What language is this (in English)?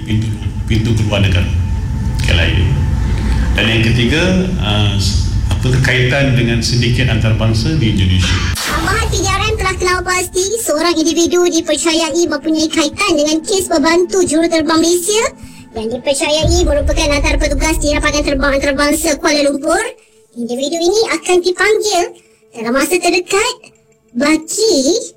Malay